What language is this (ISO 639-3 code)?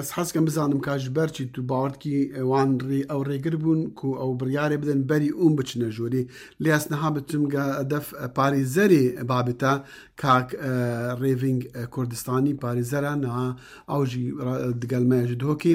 kur